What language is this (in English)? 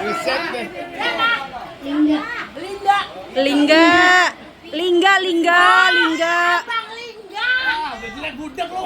Betawi